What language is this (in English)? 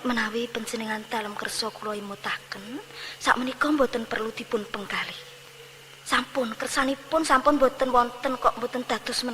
Javanese